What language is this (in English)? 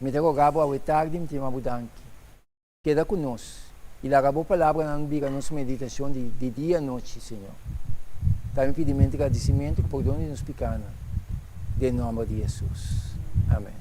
Papiamento